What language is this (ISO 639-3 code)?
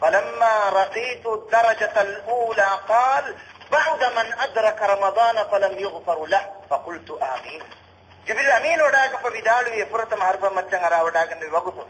div